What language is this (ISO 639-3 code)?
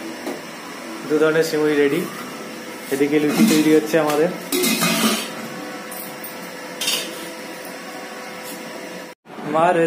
ben